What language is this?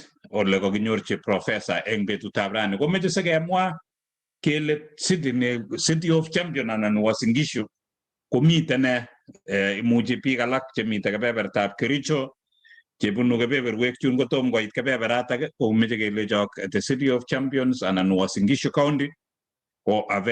Kalenjin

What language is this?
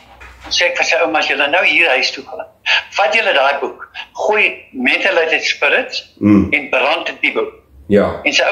Afrikaans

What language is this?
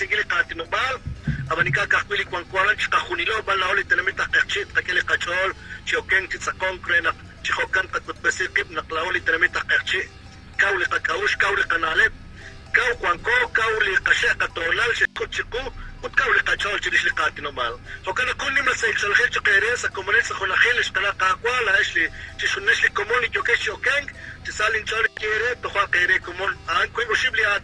Kekchí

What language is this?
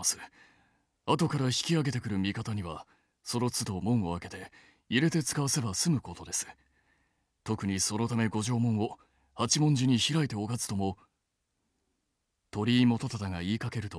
Japanese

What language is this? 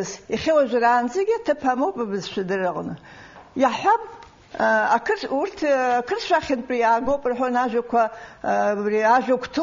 Abkhazian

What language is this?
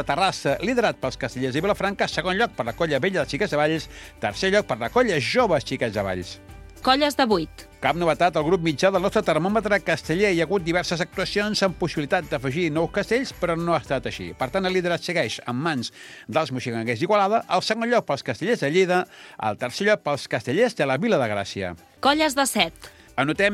Catalan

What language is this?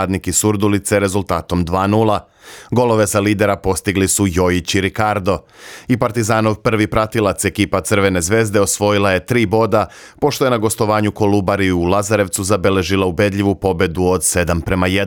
Serbian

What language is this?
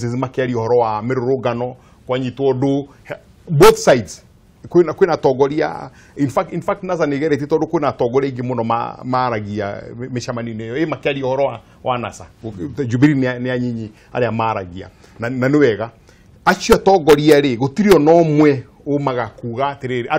Kikuyu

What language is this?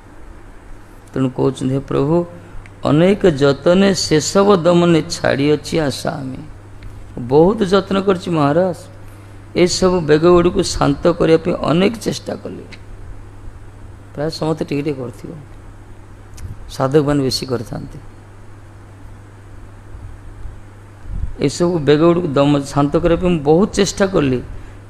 Odia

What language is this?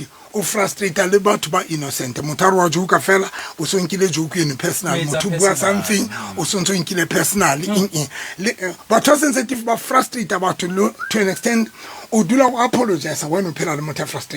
Southern Sotho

